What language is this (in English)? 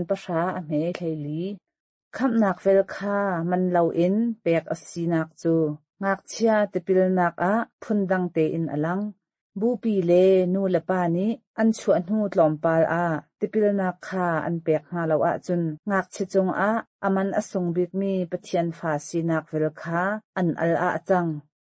Hakha Chin